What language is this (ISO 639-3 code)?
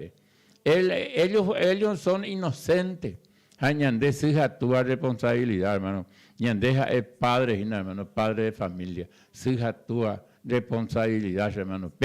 grn